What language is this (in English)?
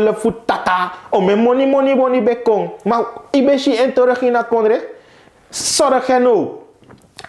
Sranan Tongo